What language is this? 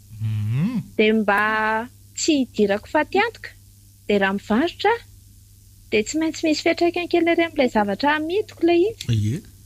Malagasy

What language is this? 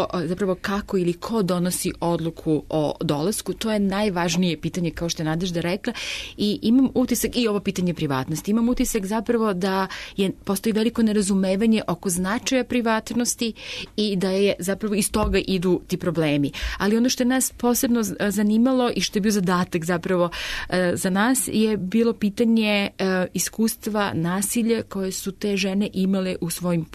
Serbian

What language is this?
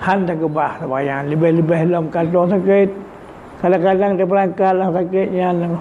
Achinese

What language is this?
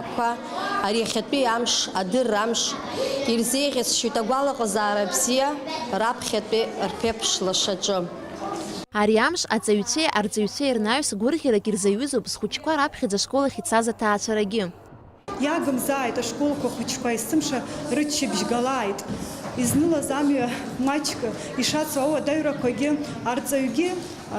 Abkhazian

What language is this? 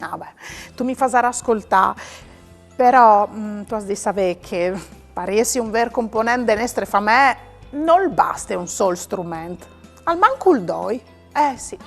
Friulian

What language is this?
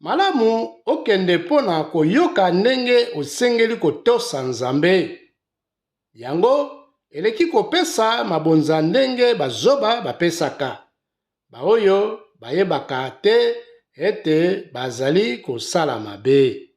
Lingala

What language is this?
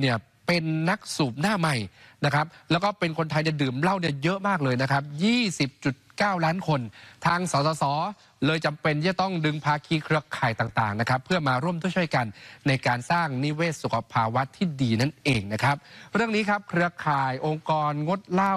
Thai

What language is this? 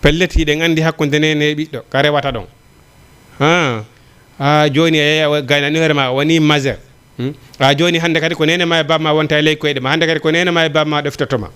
Fula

